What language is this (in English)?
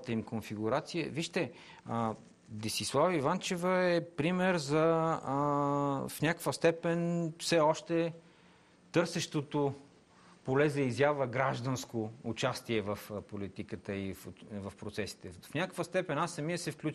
Bulgarian